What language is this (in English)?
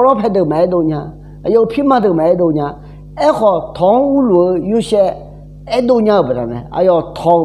Akha